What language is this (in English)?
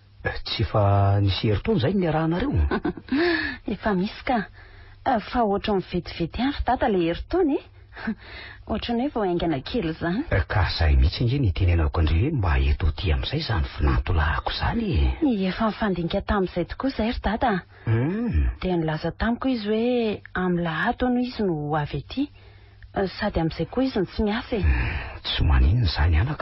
Malagasy